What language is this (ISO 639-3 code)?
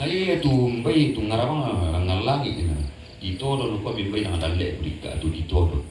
sda